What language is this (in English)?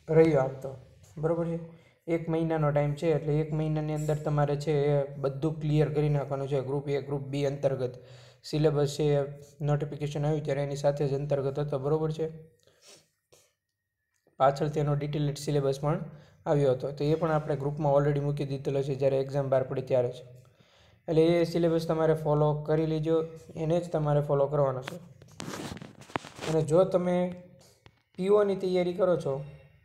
Gujarati